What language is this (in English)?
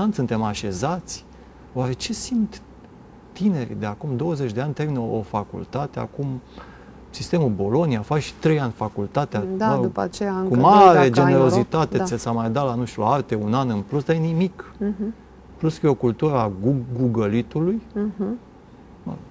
Romanian